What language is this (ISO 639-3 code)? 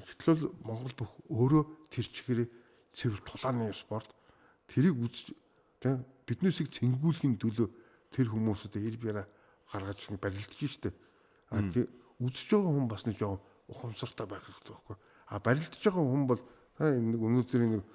mon